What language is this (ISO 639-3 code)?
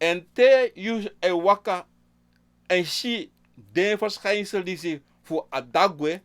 srn